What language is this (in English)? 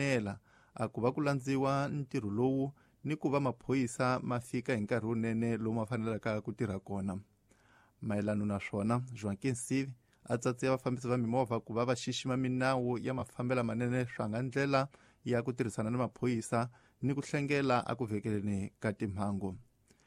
Tsonga